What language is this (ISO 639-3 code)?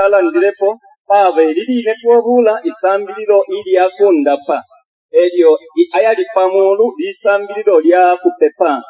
bem